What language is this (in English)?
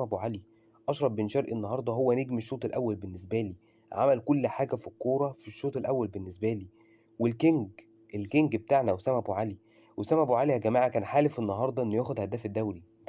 Egyptian Arabic